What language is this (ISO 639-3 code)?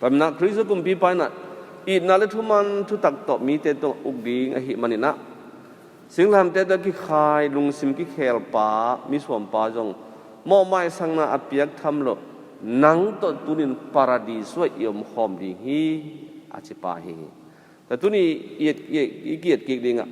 ctd